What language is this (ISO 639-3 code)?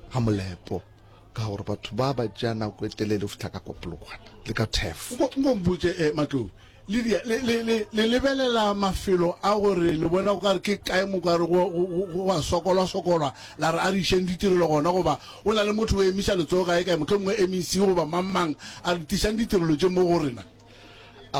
nso